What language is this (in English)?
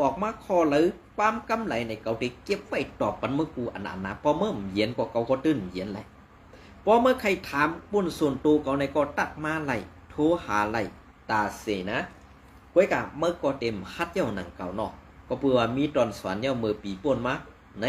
Shan